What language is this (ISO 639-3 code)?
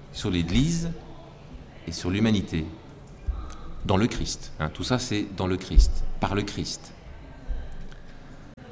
fra